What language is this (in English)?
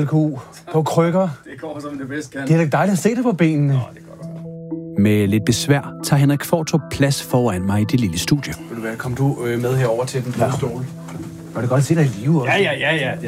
Danish